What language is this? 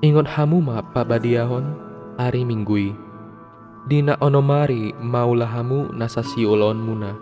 Batak Toba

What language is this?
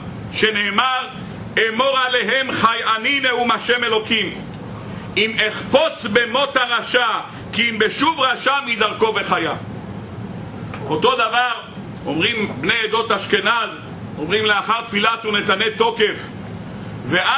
Hebrew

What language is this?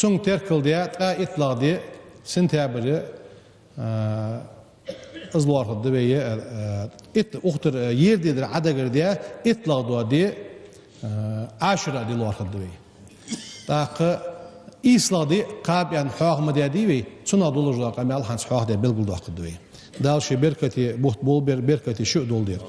Ingush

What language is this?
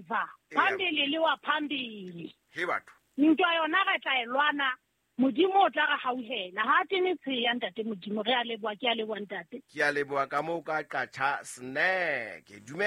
Southern Sotho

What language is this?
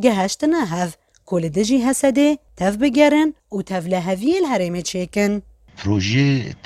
Kurdish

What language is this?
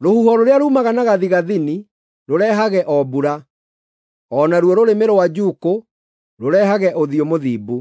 Kikuyu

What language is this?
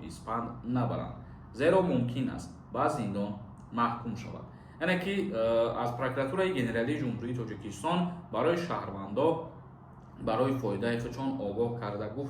Tajik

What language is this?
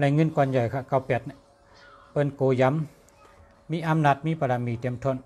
Shan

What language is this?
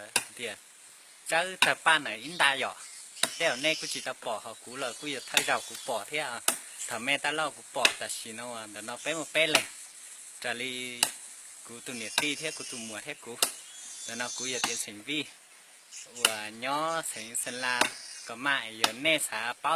Hmong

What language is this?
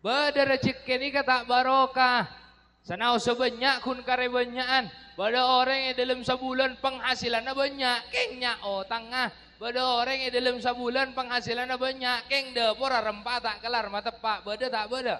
Madurese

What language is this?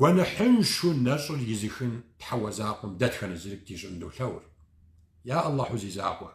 Kabardian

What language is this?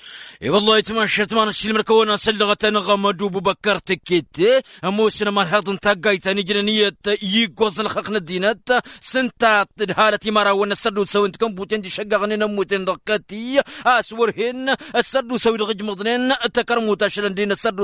Tamasheq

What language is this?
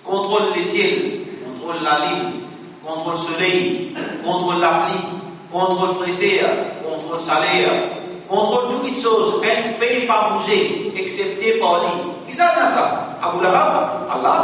Morisyen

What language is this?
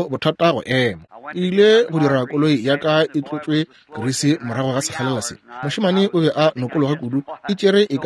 Northern Sotho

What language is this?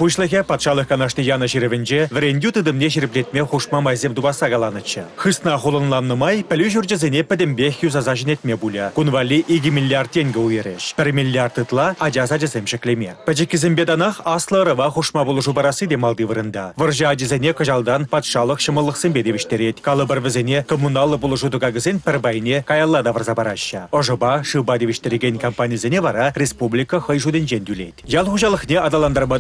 Chuvash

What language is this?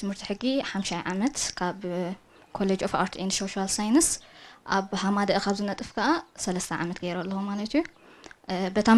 Tigrinya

